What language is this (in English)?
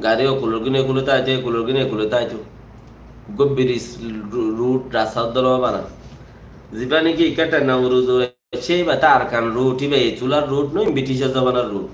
Rohingya